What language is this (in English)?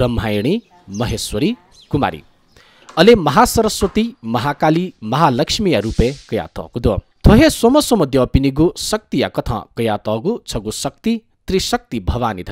Newari